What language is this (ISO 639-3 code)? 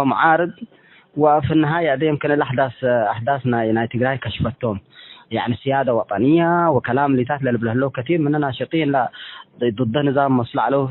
tig